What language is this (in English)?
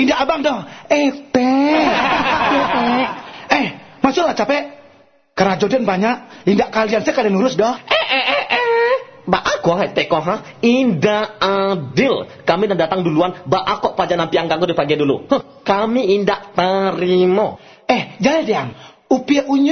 Minangkabau